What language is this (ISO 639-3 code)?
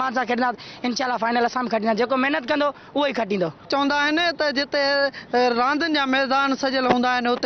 snd